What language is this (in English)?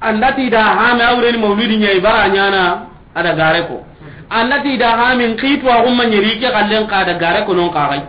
Soninke